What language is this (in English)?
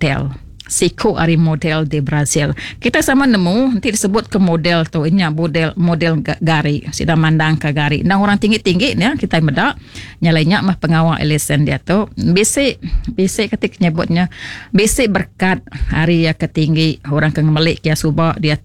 Iban